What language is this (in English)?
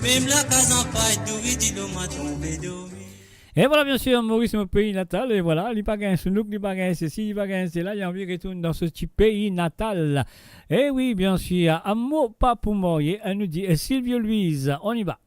Morisyen